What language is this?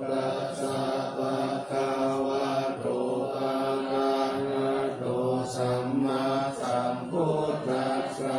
Pali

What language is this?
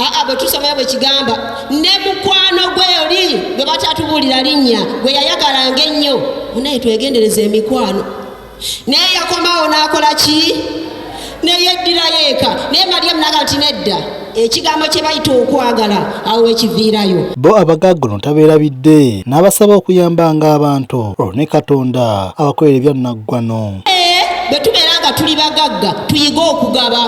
Ganda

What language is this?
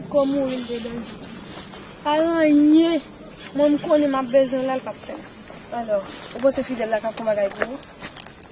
Haitian Creole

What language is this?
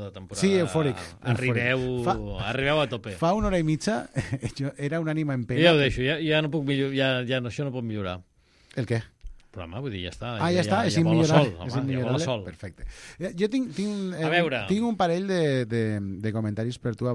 Catalan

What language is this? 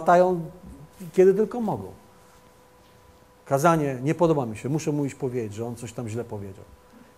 Polish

